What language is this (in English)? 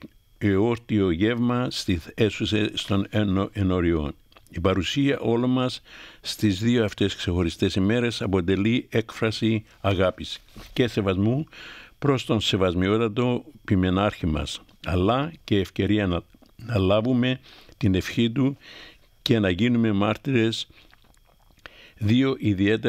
Greek